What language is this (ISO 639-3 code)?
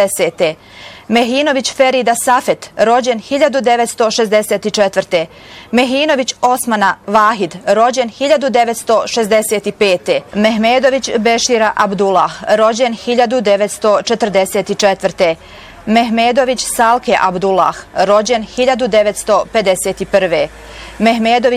bos